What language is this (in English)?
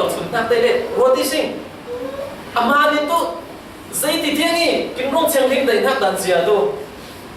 Falam Chin